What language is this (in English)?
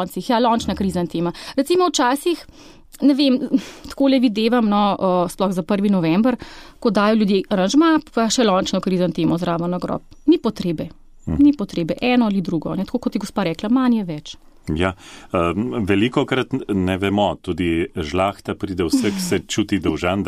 Slovenian